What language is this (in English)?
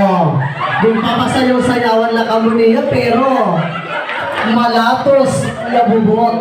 Waray